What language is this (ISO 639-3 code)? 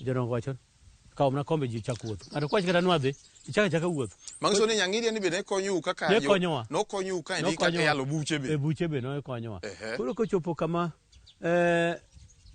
luo